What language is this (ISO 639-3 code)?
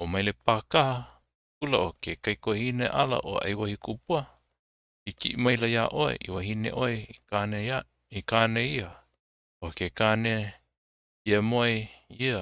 haw